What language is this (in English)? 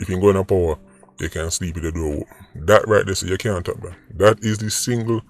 Jamaican Creole English